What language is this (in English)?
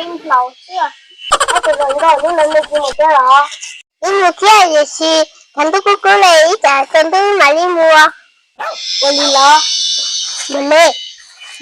Hmong